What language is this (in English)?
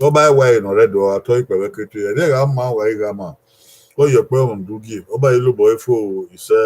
Bini